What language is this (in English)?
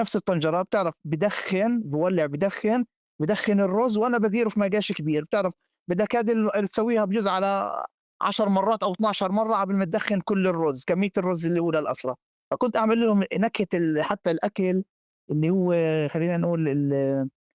North Levantine Arabic